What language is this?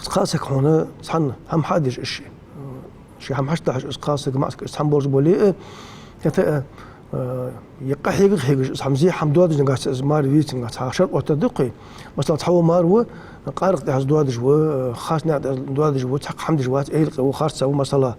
Ingush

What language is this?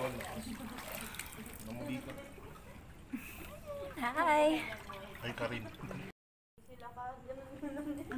Filipino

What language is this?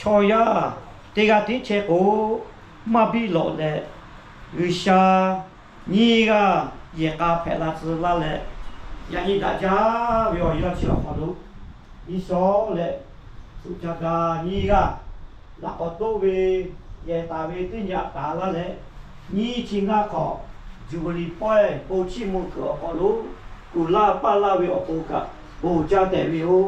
Lahu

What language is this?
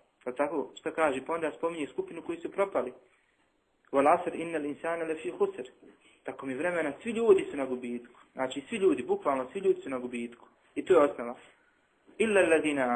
Bosnian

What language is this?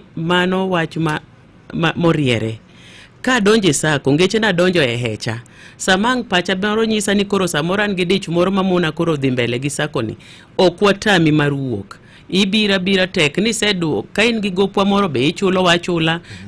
Luo (Kenya and Tanzania)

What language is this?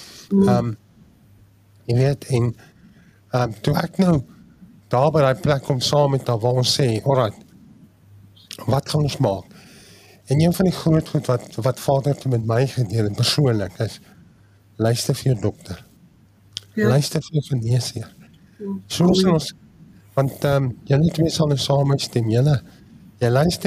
Afrikaans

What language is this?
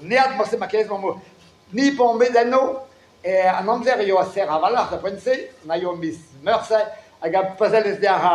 Breton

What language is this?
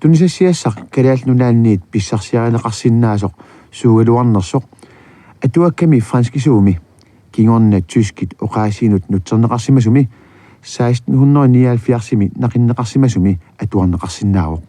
Kalaallisut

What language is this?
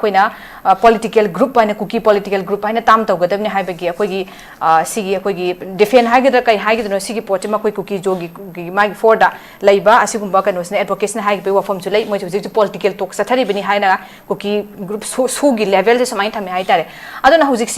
Manipuri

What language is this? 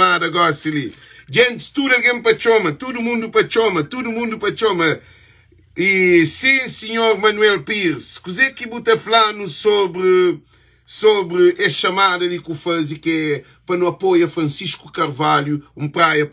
Kabuverdianu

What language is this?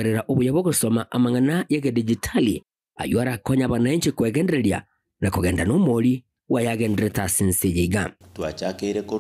Gusii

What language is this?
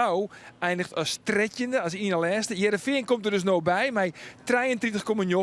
Western Frisian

